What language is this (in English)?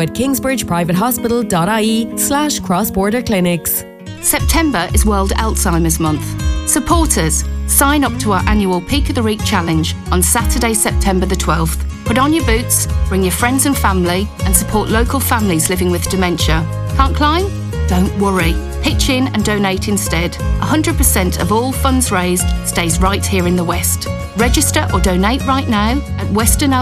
English